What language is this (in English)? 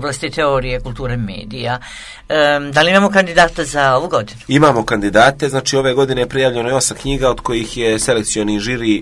Serbian